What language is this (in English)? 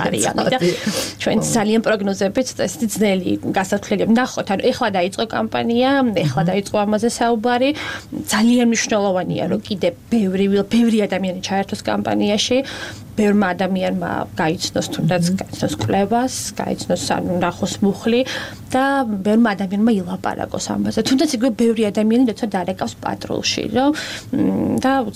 Georgian